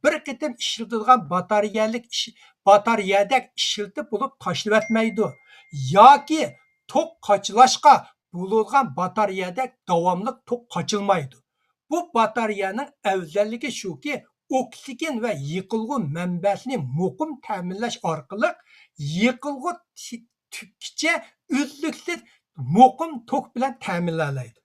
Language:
Uyghur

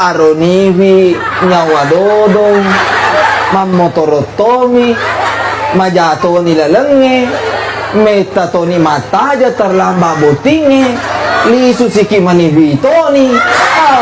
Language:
Buginese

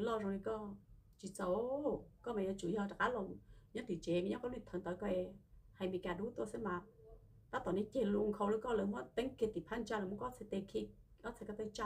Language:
Hmong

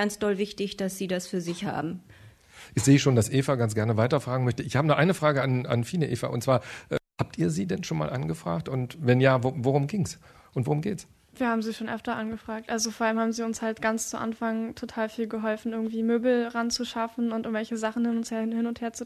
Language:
German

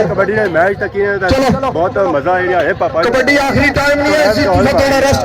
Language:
Pahari-Potwari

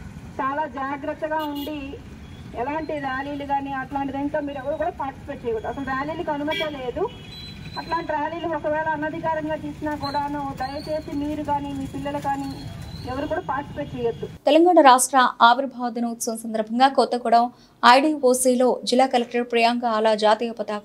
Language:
Telugu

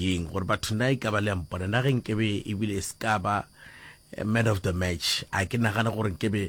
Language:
Northern Sotho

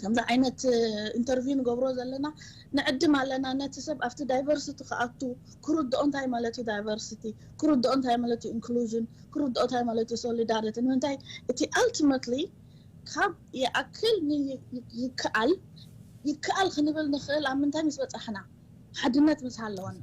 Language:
Tigrinya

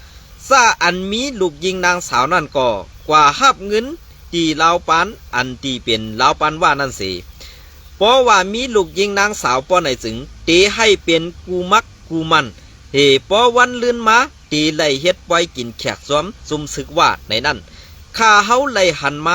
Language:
Shan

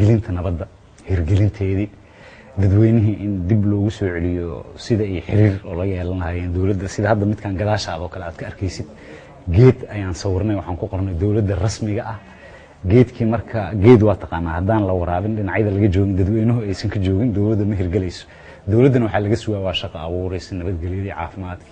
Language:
Somali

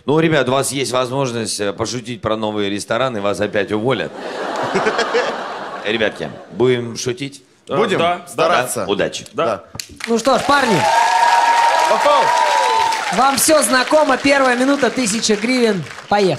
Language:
Russian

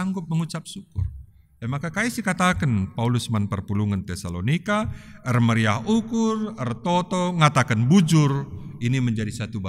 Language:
Batak Karo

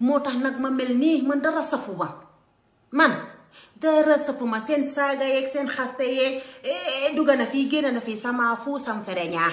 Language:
Wolof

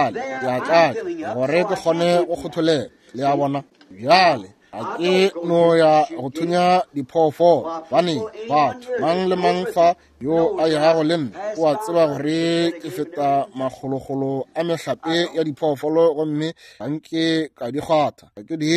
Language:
Northern Sotho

